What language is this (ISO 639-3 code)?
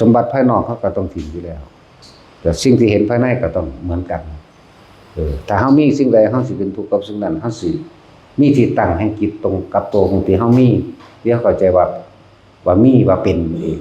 tts